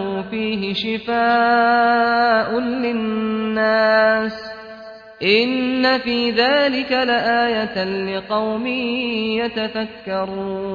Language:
Arabic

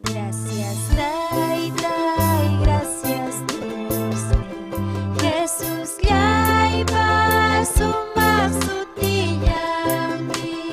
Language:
Ayacucho Quechua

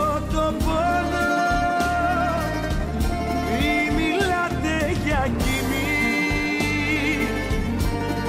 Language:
Greek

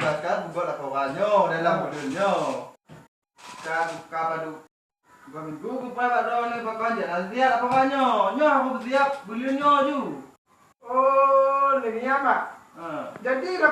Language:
Achinese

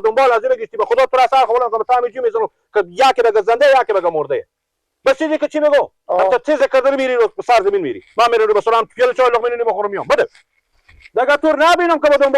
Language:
Persian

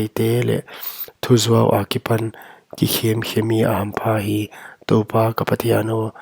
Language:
Paite Chin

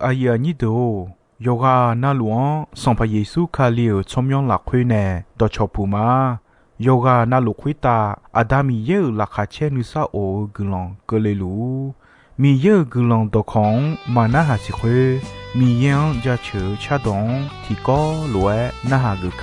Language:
Akha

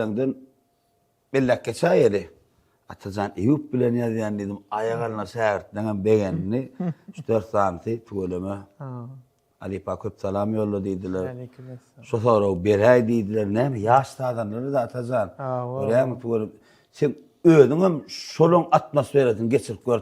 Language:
Turkmen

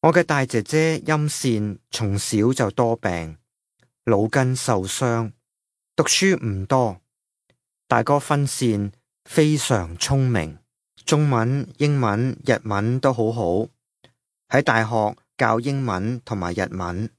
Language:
Cantonese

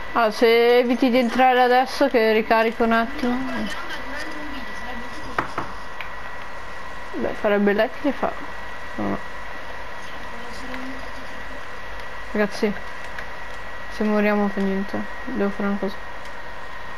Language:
Italian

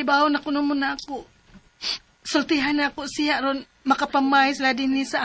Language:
Cebuano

